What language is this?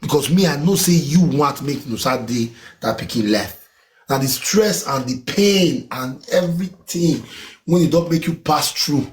Nigerian Pidgin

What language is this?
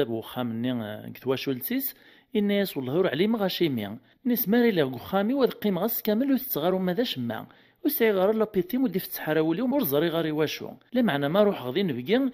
Kabyle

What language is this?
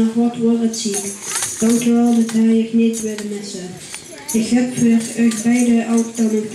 Limburgish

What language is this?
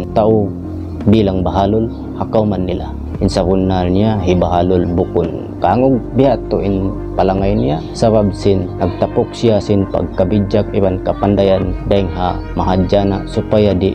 Tausug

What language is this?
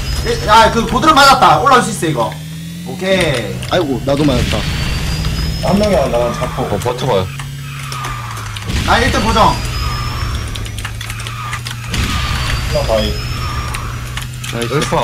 Korean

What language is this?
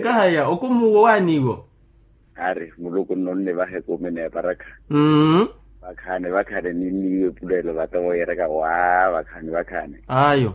Makhuwa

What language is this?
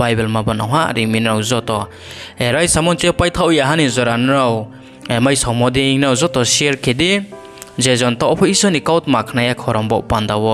Riang (India)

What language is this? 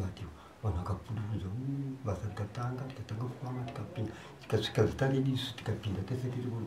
Shona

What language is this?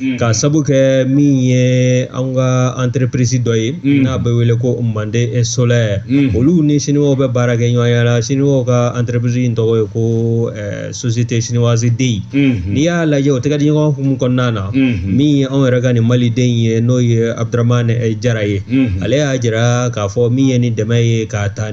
Bambara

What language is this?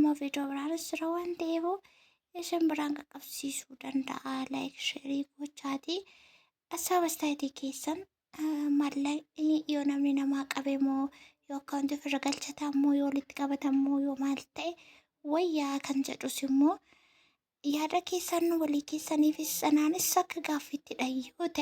Oromo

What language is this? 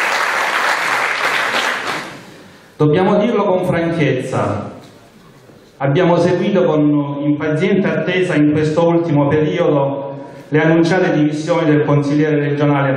Italian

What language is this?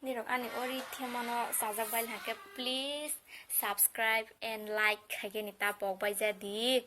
Kok Borok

